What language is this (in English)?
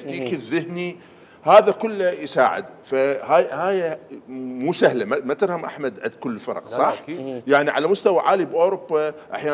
Mesopotamian Arabic